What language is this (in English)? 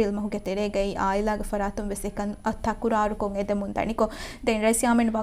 Divehi